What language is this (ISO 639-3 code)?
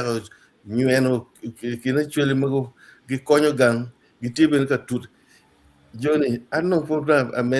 ach